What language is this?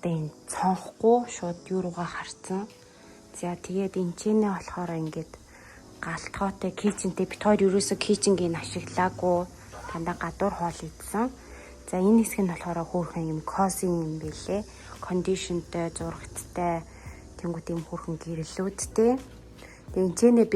Mongolian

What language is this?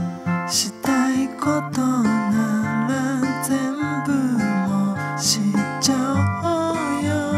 Japanese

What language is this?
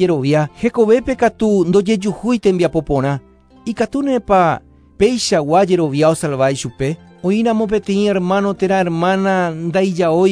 Guarani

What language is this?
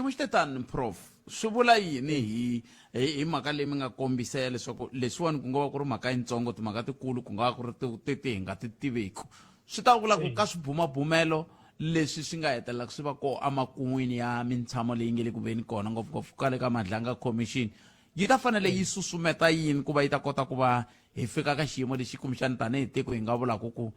Tsonga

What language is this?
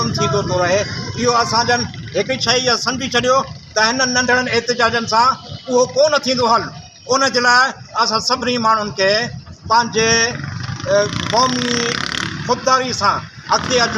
Sindhi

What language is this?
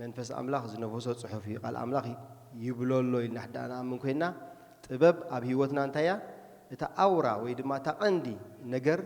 Tigrinya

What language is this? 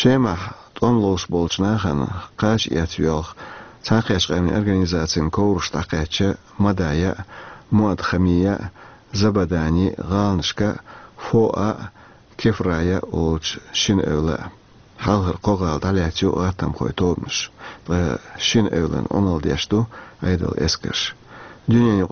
Chechen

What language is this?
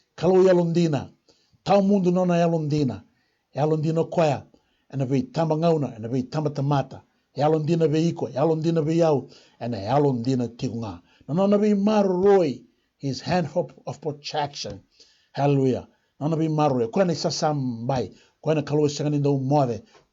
Fijian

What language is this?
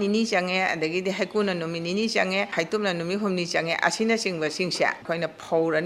Manipuri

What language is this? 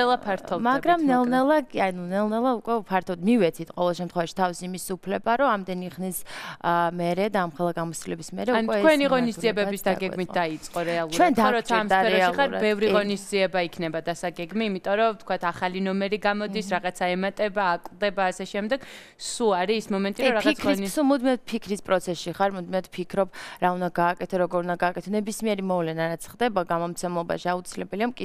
Georgian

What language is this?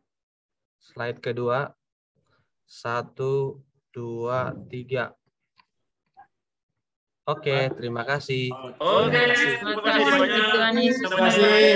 Indonesian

